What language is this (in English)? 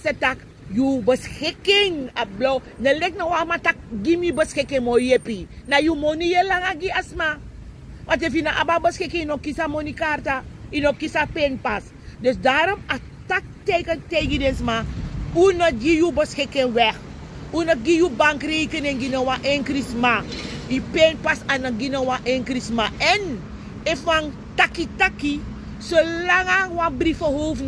Sranan Tongo